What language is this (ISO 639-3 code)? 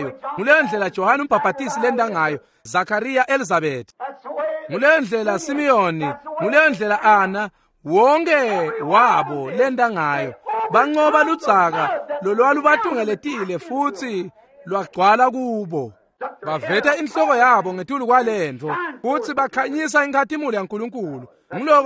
ssw